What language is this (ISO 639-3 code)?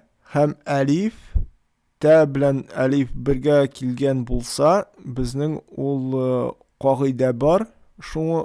tat